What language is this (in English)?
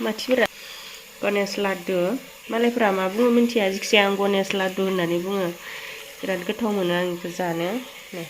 Bodo